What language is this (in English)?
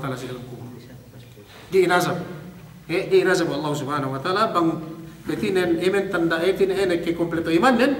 Yakan